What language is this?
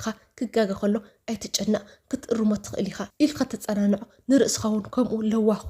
Tigrinya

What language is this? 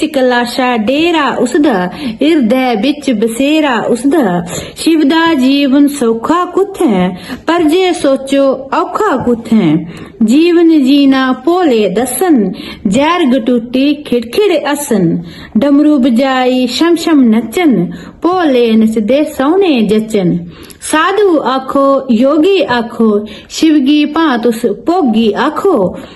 Dogri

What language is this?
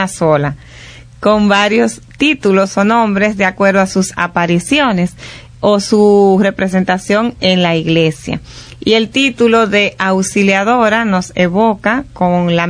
Spanish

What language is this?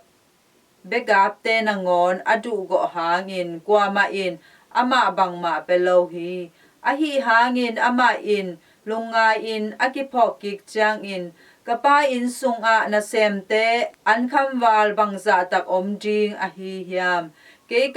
Tedim Chin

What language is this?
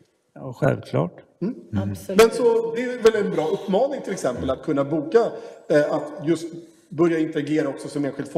Swedish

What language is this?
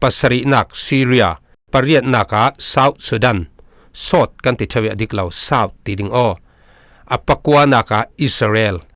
Falam Chin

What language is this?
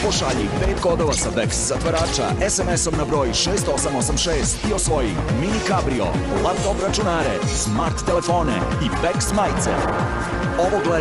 Serbian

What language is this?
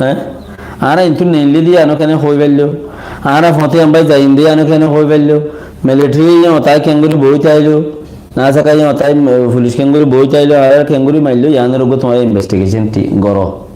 Rohingya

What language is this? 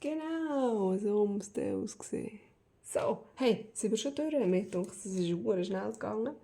Swiss German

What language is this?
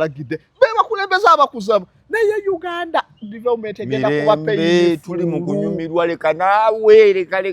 Ganda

